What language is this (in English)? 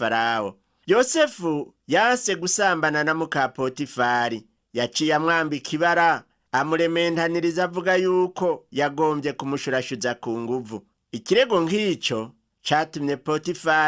Rundi